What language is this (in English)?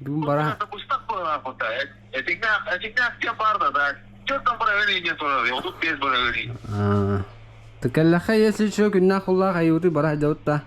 Yakut